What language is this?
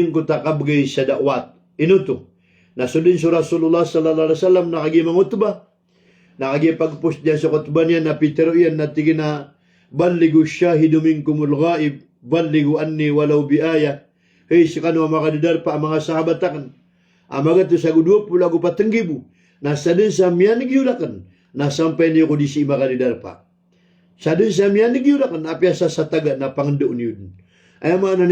Maranao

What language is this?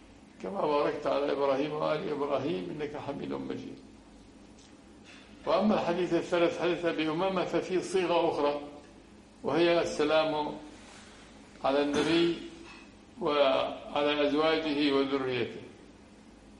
Arabic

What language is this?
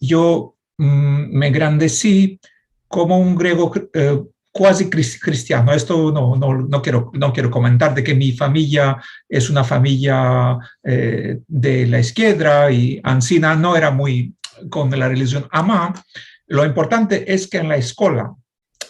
Ladino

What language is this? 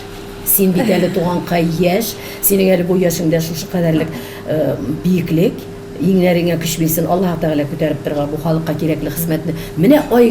Tatar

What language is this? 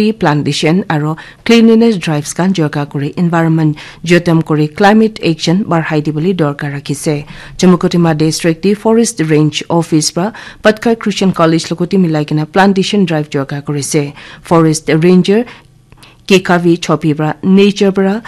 Naga Pidgin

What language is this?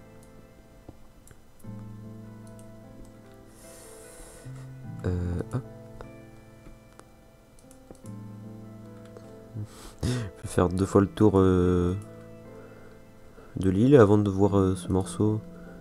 French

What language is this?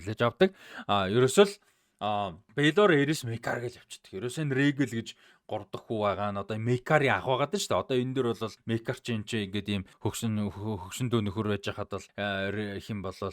Mongolian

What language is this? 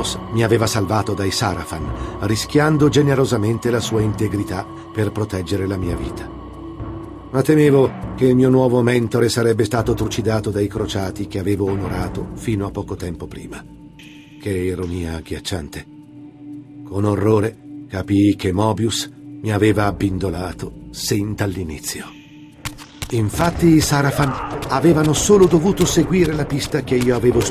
Italian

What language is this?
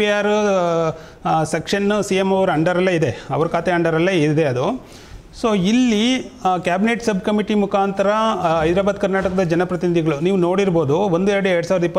Kannada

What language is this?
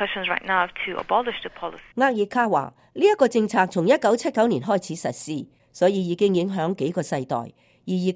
Cantonese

